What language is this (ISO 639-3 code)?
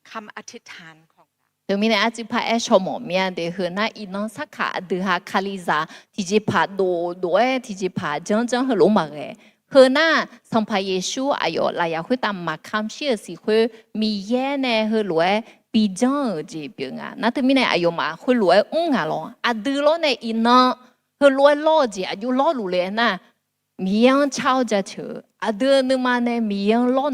ahk